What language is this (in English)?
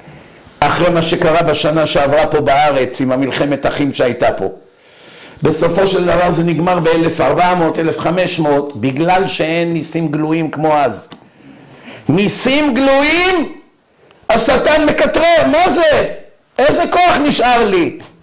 Hebrew